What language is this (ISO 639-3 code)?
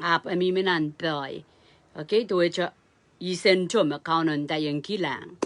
pon